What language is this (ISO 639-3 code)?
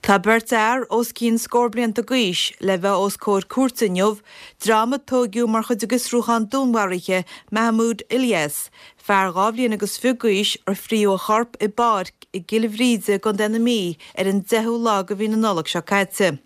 gle